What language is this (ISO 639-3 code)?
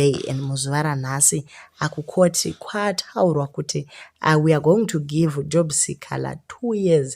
sna